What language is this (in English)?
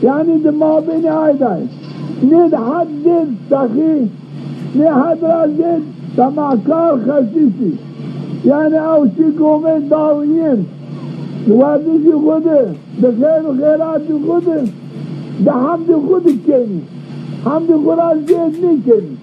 Zaza